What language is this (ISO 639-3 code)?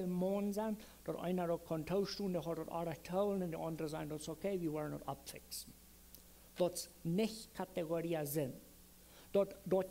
pdt